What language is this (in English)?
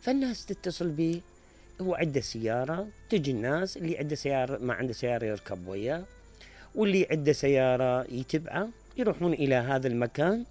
Mesopotamian Arabic